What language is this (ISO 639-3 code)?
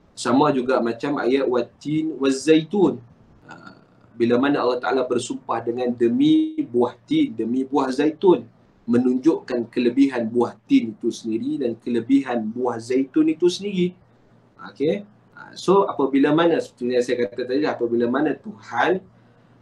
msa